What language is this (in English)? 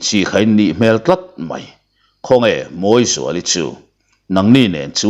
Mizo